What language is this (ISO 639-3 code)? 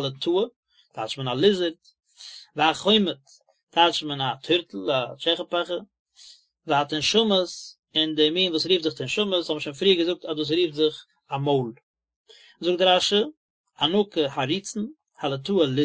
yid